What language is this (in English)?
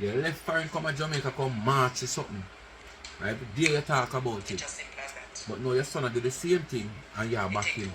Jamaican Creole English